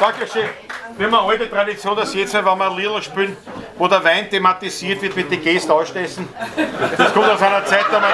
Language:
Bavarian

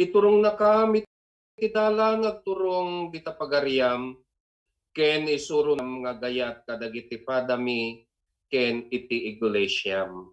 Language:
Iloko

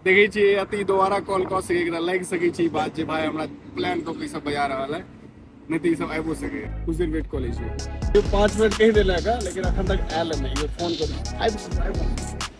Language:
Maithili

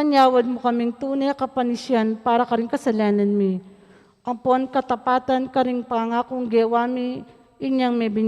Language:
Pampanga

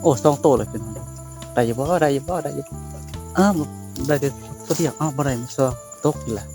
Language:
Northeastern Thai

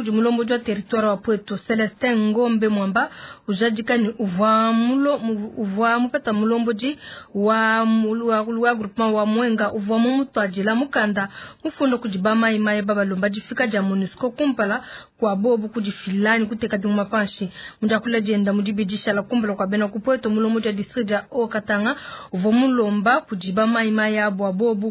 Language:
Luba-Lulua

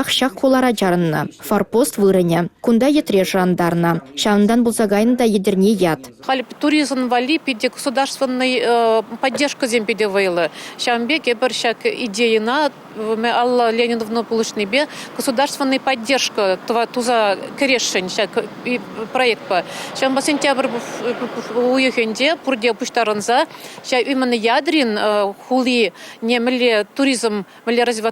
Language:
Chuvash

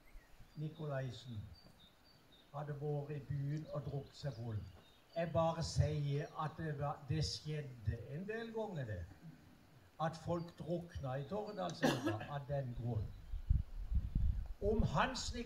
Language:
Norwegian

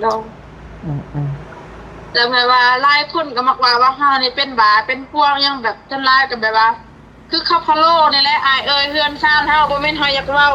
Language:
Northeastern Thai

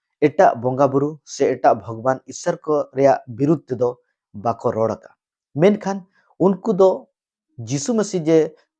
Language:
Santali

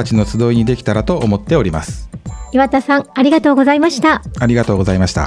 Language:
Japanese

